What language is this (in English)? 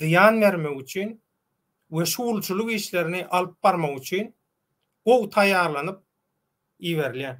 Turkmen